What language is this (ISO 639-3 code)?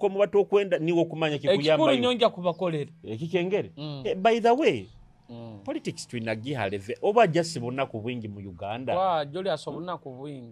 nyo